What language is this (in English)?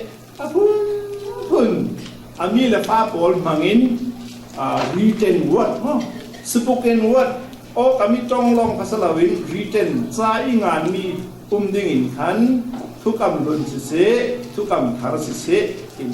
Falam Chin